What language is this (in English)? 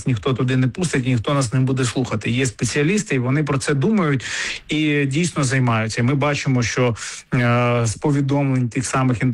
Ukrainian